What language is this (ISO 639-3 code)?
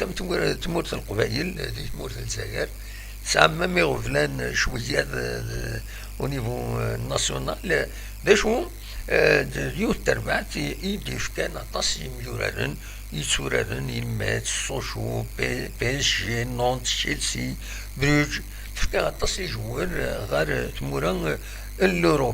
kab